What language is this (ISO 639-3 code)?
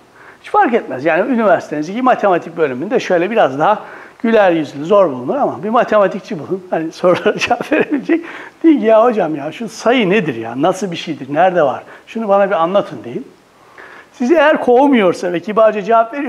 tur